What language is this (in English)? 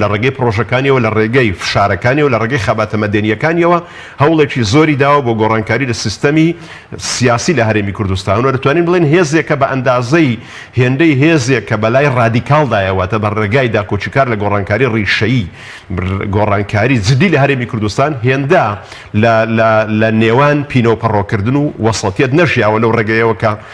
Central Kurdish